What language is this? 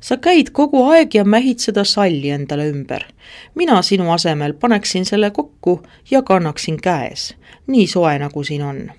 Estonian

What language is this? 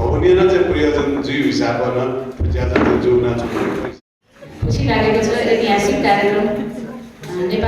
Newari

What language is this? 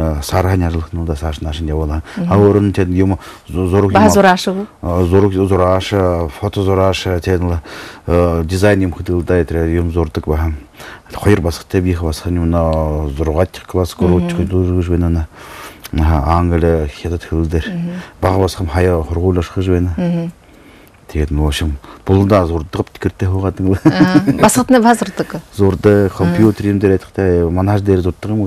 Buriat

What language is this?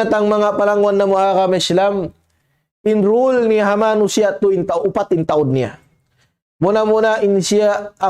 Tausug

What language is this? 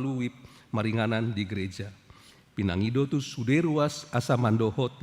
Batak Toba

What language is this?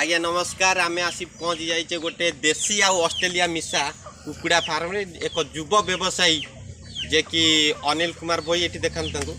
Odia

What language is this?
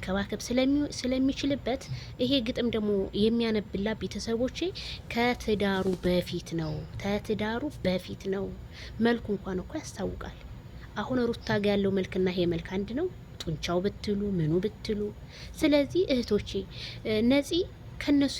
Amharic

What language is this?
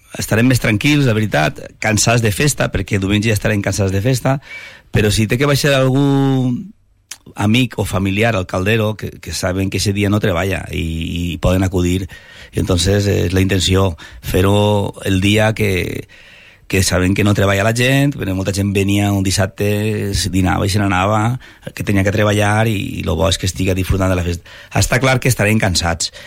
Catalan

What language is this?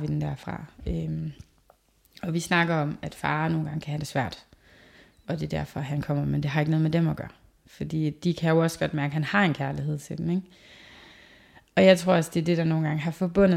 Danish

